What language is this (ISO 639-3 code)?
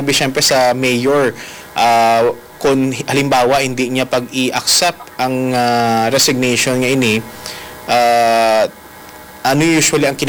hil